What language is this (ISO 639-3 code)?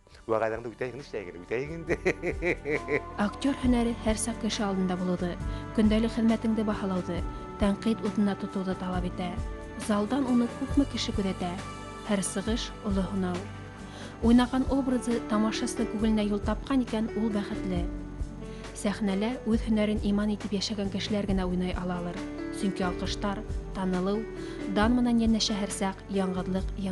bak